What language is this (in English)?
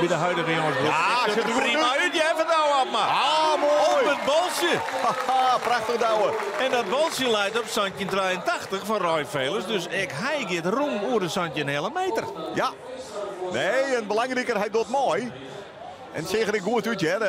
Western Frisian